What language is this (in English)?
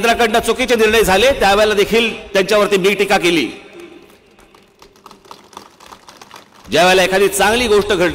Marathi